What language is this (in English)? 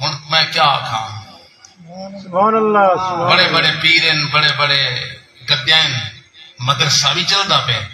Saraiki